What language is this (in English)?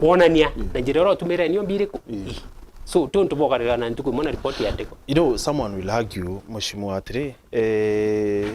Meru